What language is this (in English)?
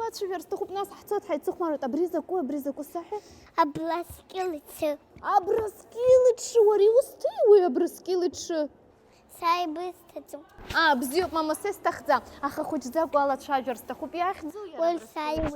Abkhazian